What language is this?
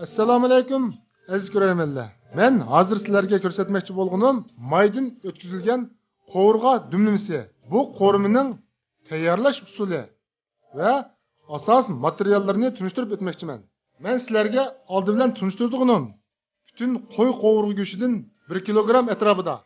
Uyghur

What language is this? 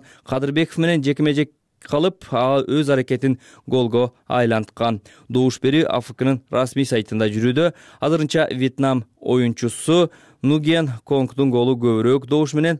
Kyrgyz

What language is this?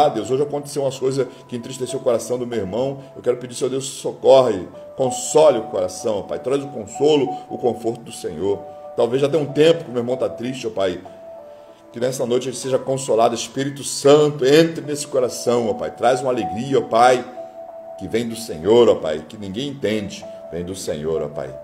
Portuguese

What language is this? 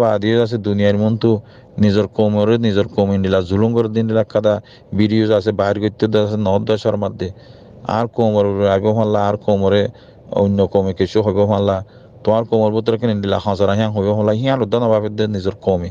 Rohingya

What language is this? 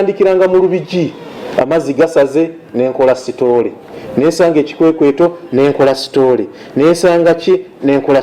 Ganda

